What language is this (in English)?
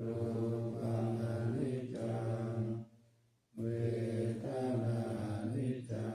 Pali